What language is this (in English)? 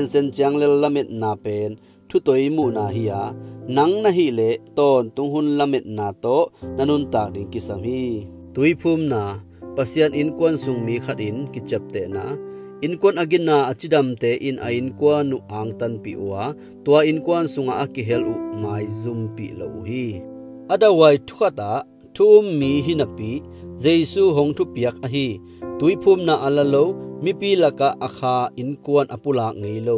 Tedim Chin